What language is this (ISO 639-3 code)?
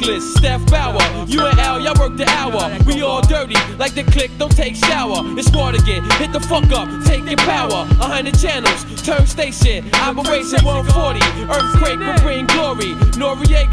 eng